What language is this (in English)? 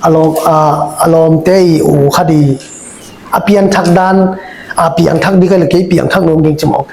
Tedim Chin